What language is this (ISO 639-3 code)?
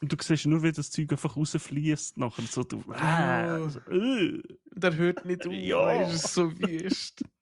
gsw